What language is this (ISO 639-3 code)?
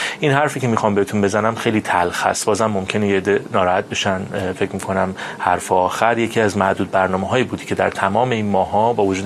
fas